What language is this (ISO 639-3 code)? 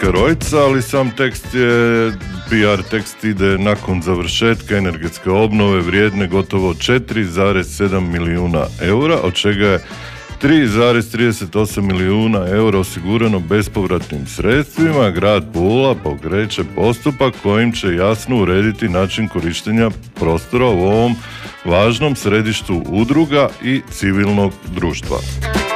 hrv